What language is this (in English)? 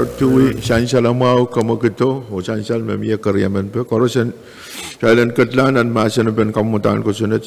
Pohnpeian